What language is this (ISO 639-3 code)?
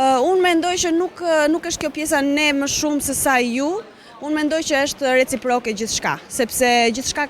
sqi